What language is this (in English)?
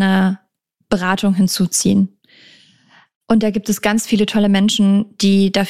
German